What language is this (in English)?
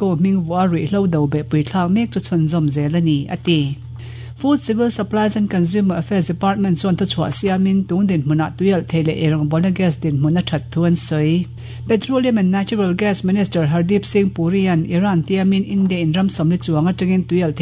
Mizo